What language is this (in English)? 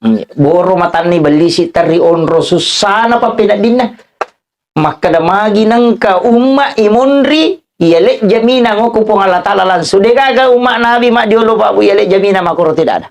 Buginese